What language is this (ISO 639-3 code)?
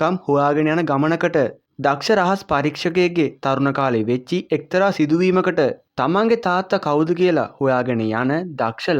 sin